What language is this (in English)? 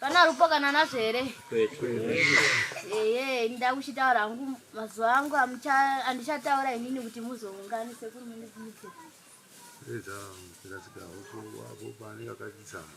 Shona